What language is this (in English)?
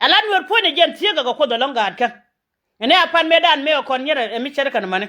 Nuer